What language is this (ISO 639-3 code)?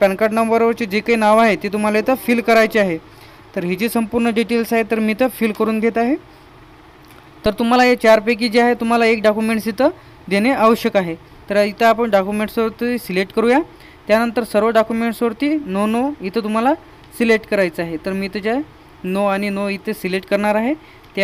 mar